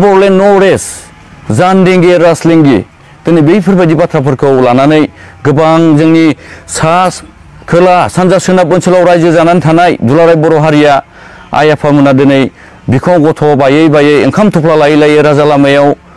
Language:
Bodo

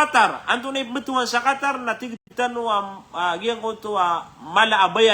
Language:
Maranao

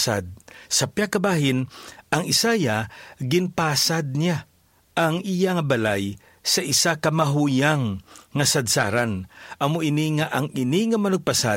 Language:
Hiligaynon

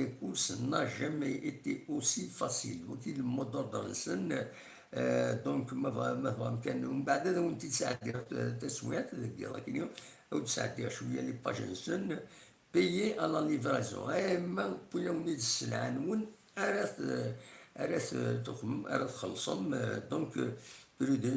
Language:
Kabyle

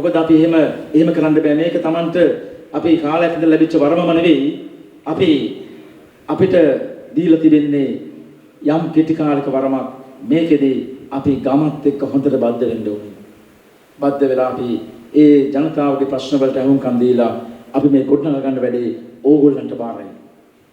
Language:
Sinhala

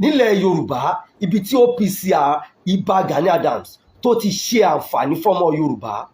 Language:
Yoruba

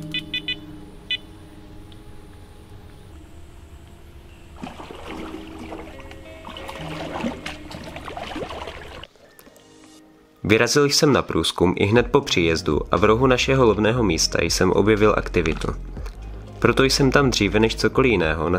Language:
Czech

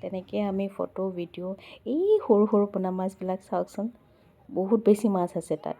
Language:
Assamese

